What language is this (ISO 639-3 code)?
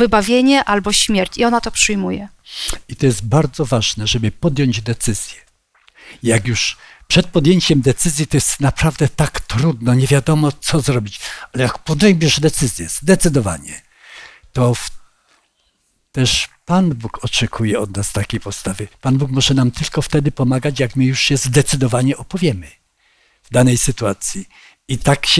pol